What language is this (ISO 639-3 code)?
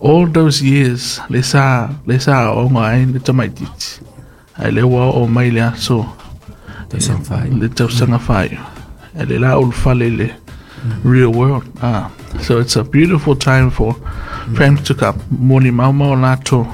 smo